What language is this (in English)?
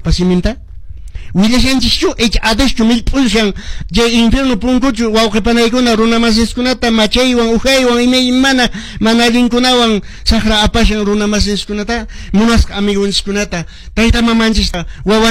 Quechua